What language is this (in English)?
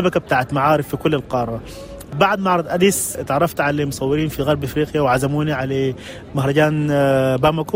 Egyptian Arabic